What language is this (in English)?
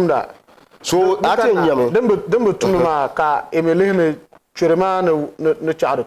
Dagbani